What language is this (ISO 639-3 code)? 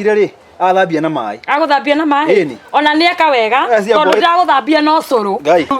kik